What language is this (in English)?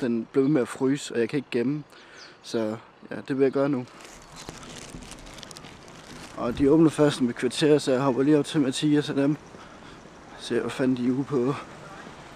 Danish